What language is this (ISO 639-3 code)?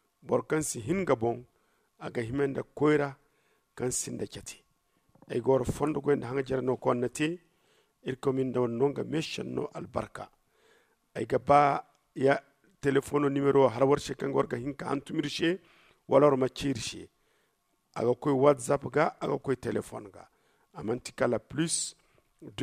dje